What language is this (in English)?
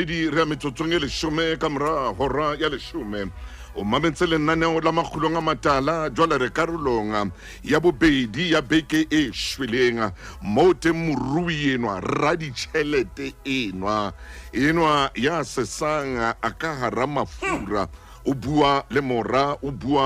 Southern Sotho